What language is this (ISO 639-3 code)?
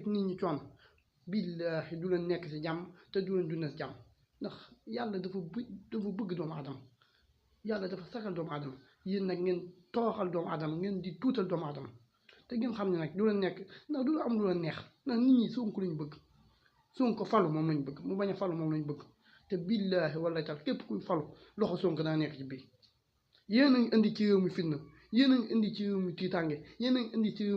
wol